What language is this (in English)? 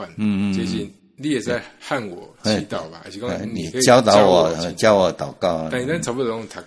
Min Nan Chinese